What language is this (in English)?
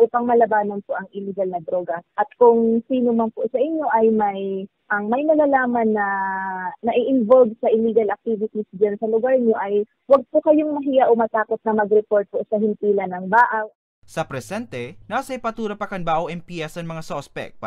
Bikol